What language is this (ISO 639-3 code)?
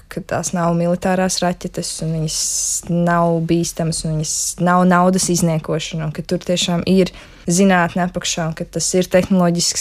lav